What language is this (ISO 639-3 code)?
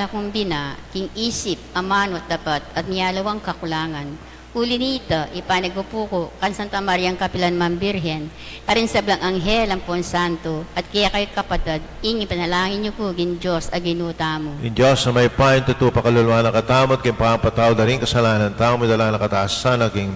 pam